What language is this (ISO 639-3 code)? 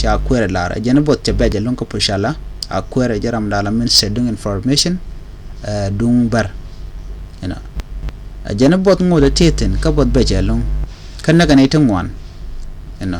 nus